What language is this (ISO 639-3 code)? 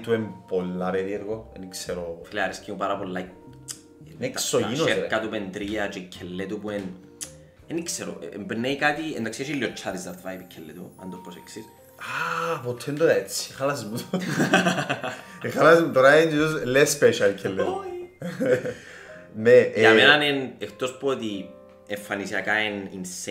ell